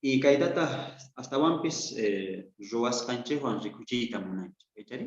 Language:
Quechua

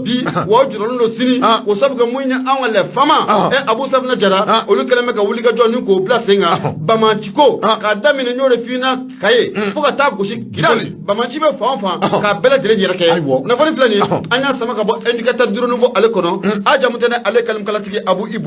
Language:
Bambara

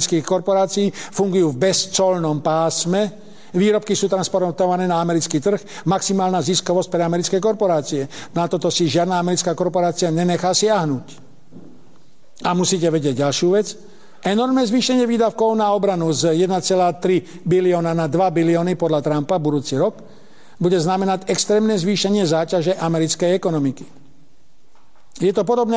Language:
Slovak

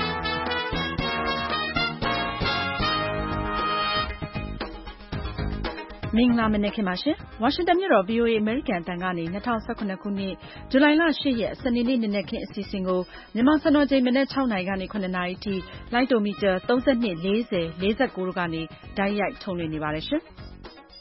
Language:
Burmese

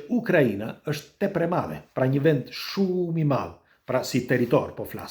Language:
Albanian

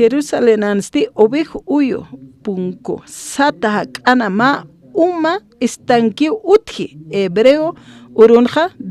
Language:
Aymara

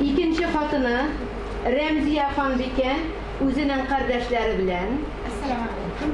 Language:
Tatar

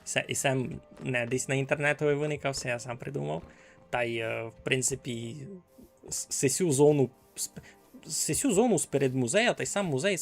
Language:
Rusyn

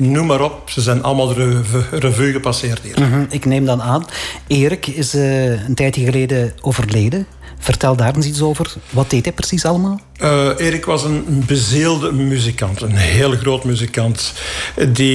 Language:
Dutch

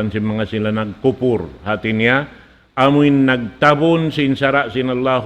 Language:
Tausug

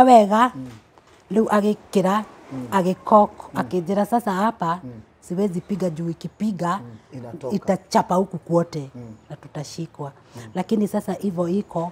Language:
Kikuyu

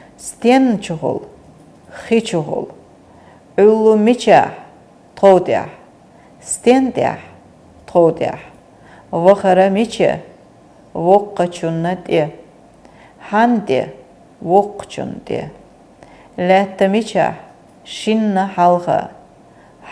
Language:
Chechen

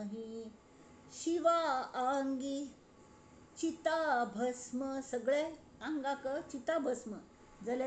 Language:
Konkani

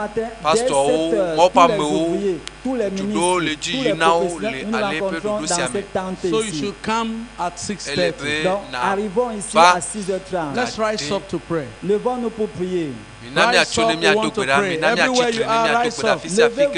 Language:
Ewe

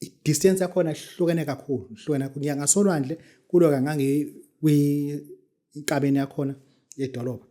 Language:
Zulu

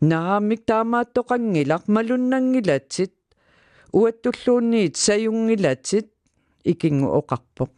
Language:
Kalaallisut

